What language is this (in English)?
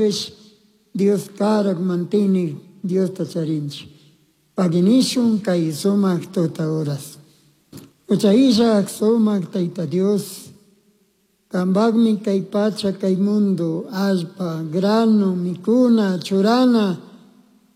Chimborazo Highland Quichua